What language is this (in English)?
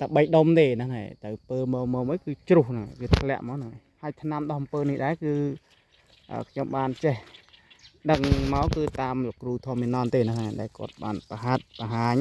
Khmer